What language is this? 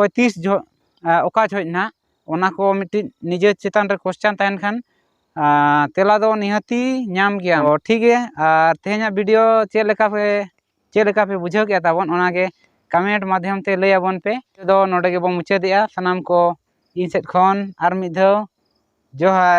Santali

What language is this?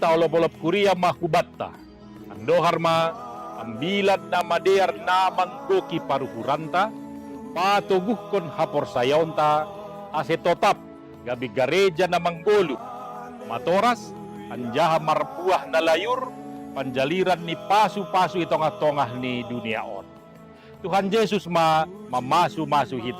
Batak Simalungun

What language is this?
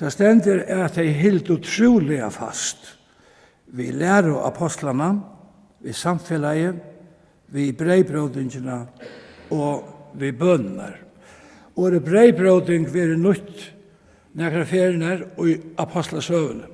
Faroese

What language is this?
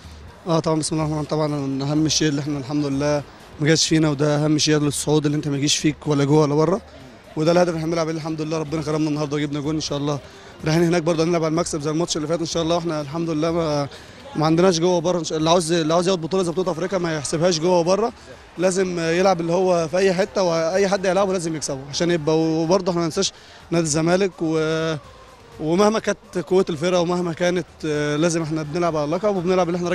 Egyptian Arabic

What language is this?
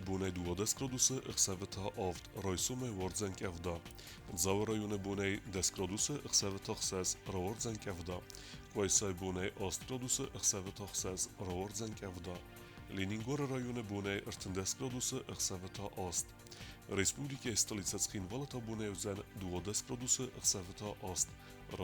Ossetic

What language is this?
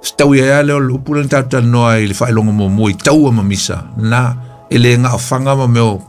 Samoan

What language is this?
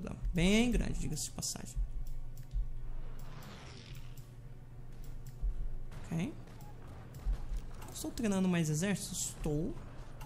Portuguese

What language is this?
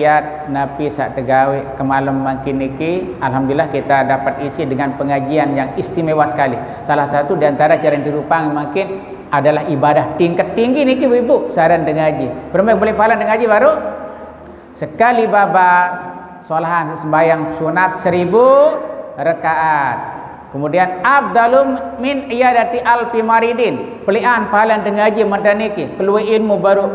Sasak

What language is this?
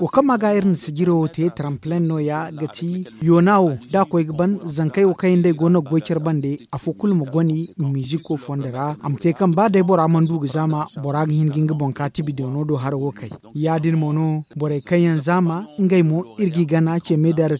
Zarma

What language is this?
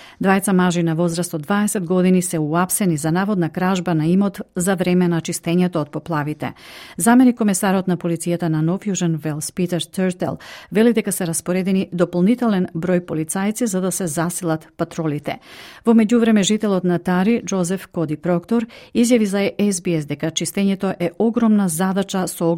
Macedonian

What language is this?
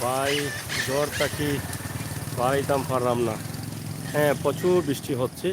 Sylheti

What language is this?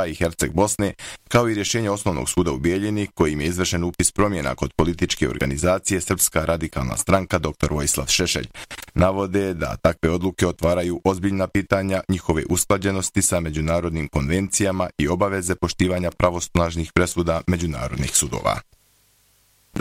Bosnian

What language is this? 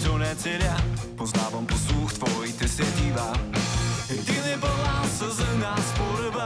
Bulgarian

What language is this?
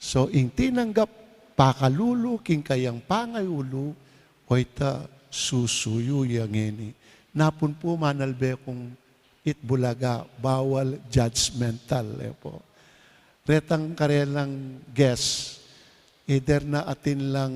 Pampanga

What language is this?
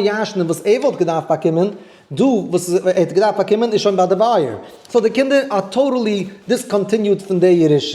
Yiddish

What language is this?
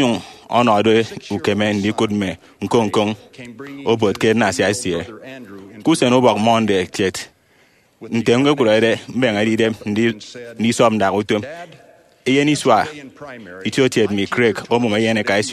Efik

